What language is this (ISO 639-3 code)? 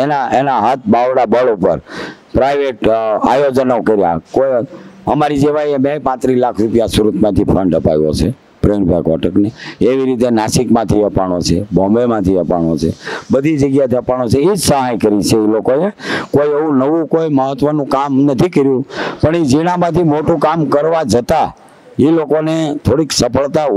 guj